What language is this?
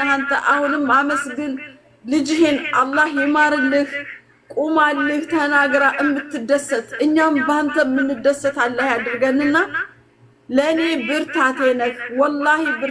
Amharic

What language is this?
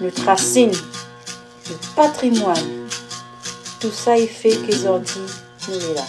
Réunion Creole French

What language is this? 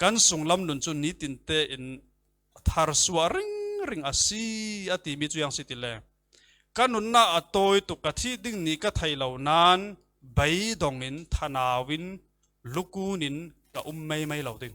Falam Chin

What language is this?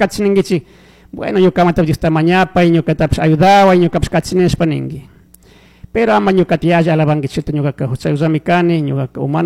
Chimborazo Highland Quichua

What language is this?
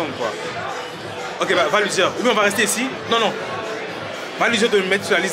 French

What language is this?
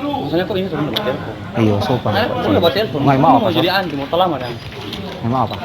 Manado Malay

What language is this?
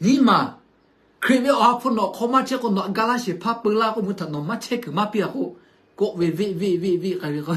Lahu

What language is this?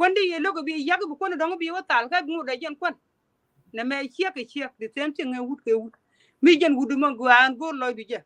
Nuer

